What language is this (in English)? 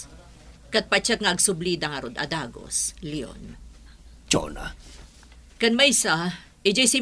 Iloko